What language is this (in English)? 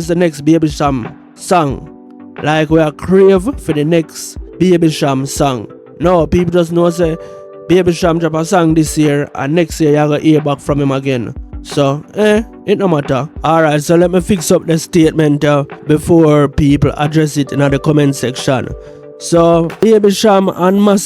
Jamaican Creole English